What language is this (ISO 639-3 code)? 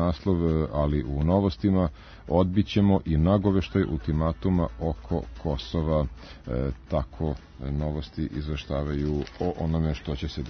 srp